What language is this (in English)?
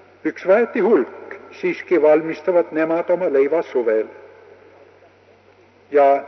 Estonian